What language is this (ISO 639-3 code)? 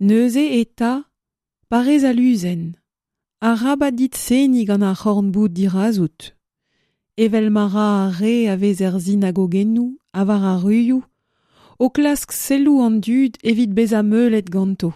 bre